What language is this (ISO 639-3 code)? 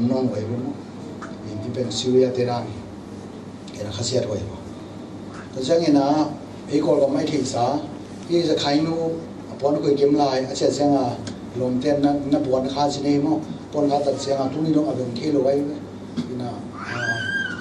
ctd